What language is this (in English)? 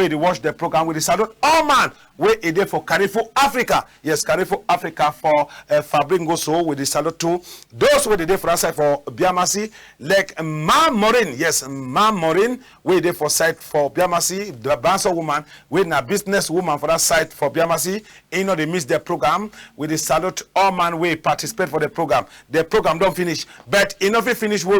Cameroon Pidgin